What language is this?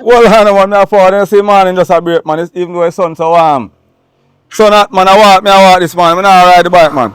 Jamaican Creole English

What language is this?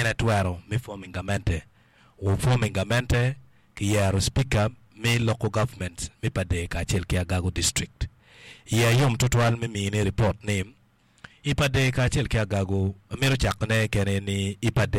Acoli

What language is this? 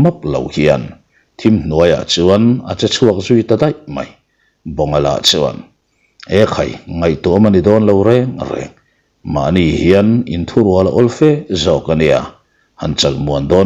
Mizo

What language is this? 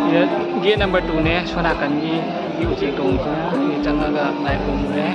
Manipuri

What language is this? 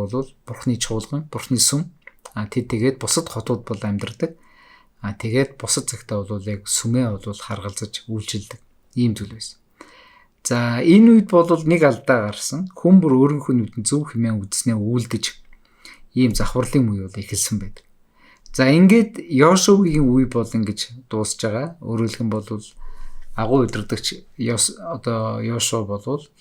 Mongolian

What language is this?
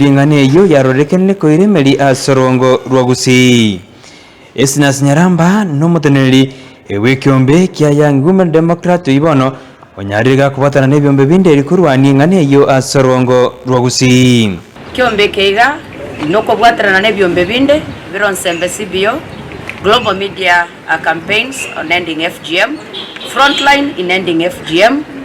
Gusii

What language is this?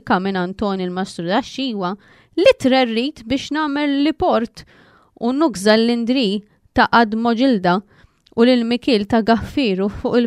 Maltese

